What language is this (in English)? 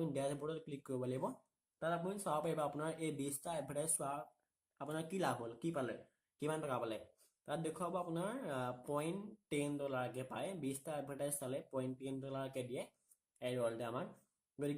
Assamese